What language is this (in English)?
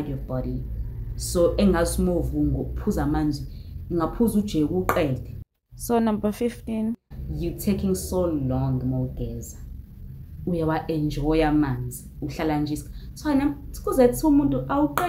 Zulu